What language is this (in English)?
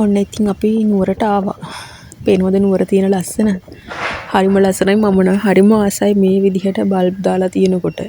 Sinhala